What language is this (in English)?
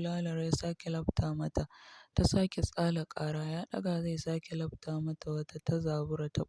Hausa